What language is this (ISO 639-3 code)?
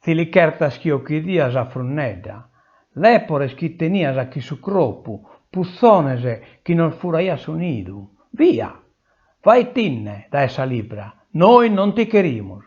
srd